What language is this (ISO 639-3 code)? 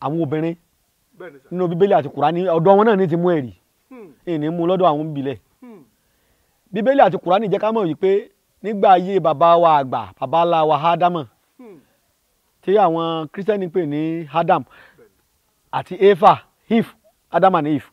yor